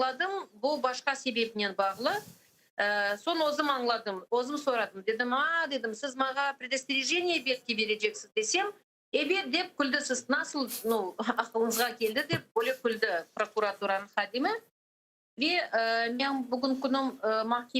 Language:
Crimean Tatar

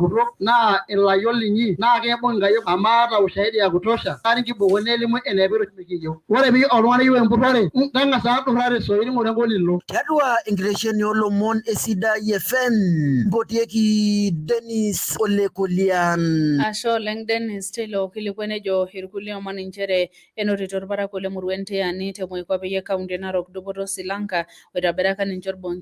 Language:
Masai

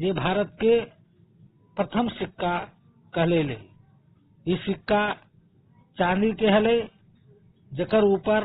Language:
Magahi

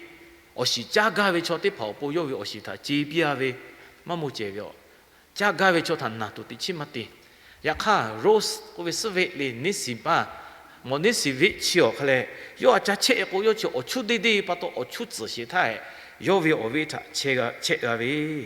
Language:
Lahu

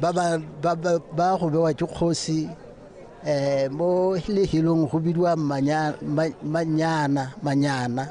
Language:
Tswana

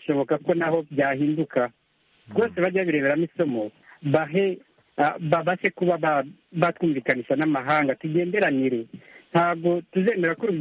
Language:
Kinyarwanda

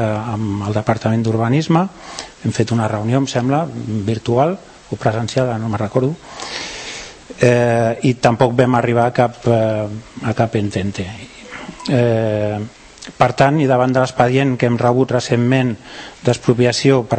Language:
Catalan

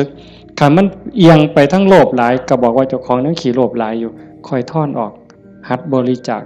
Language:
Northeastern Thai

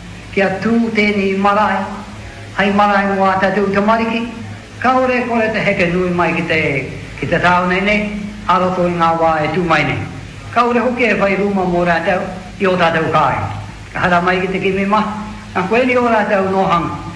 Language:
Māori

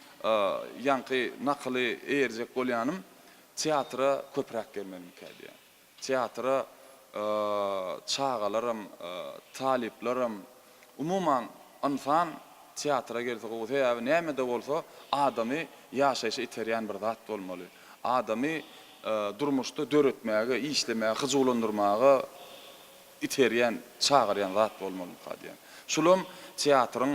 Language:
Turkmen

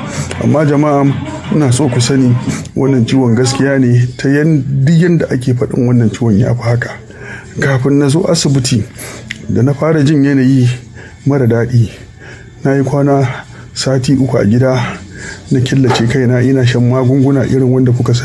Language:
Hausa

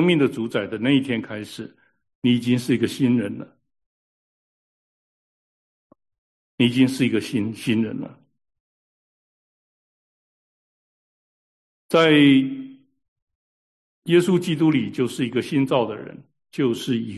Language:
Chinese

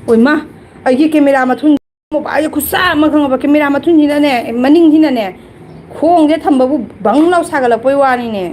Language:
Manipuri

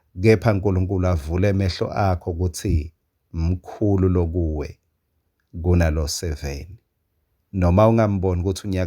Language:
Swati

